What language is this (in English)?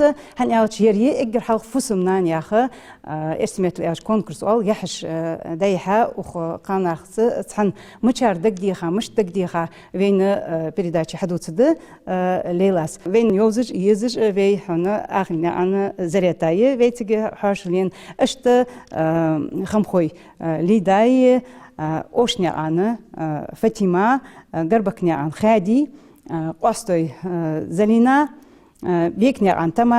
Ingush